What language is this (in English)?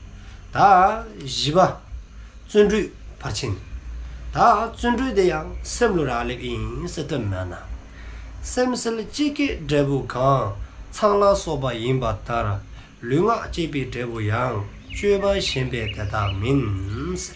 Dzongkha